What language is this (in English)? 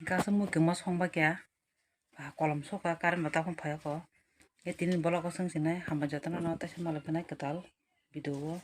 Kok Borok